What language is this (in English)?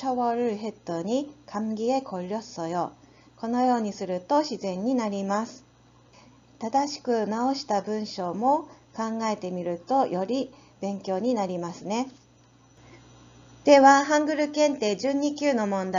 Japanese